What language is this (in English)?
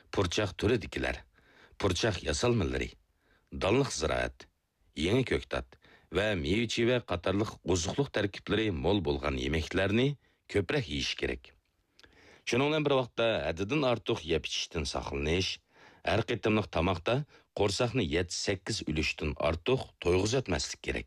Uyghur